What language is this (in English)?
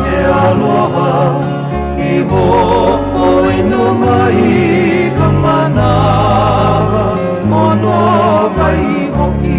Hawaiian